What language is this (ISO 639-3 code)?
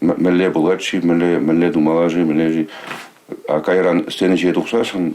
chv